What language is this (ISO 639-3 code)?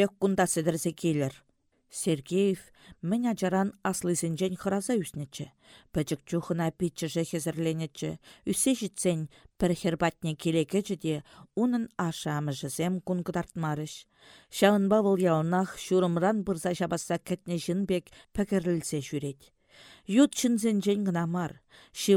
chv